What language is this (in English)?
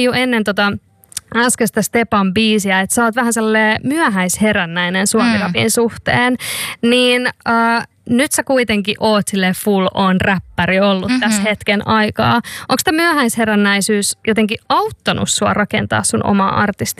Finnish